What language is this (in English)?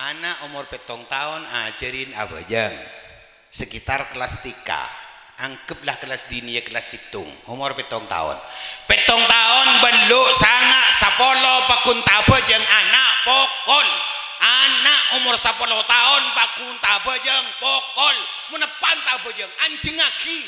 Madurese